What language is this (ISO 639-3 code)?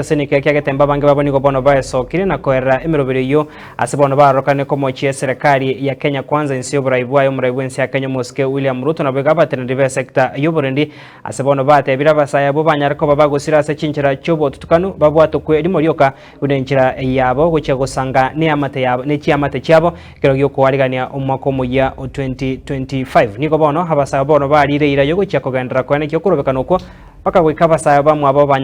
guz